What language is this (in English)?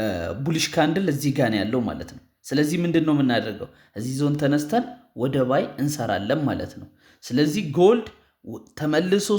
Amharic